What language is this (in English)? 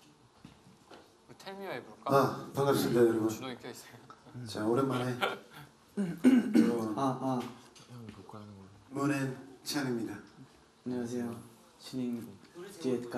Korean